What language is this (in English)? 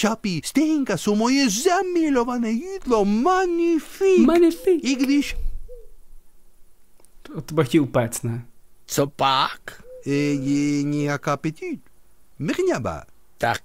Czech